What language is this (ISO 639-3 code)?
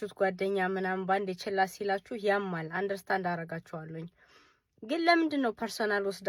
amh